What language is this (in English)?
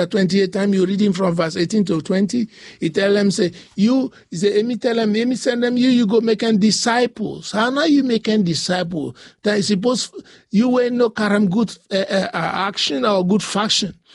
Bislama